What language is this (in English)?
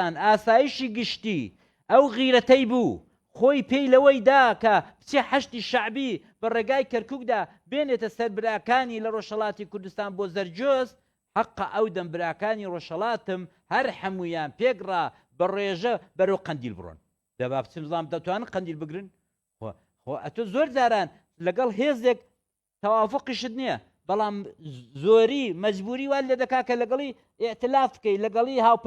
Central Kurdish